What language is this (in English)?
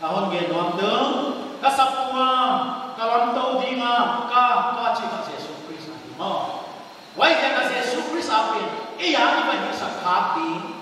Paite Chin